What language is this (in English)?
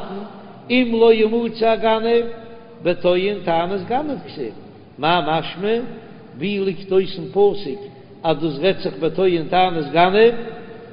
Yiddish